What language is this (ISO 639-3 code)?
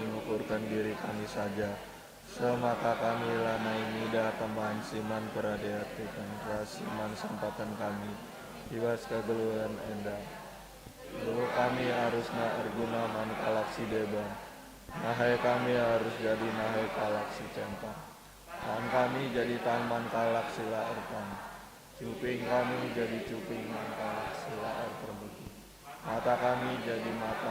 btx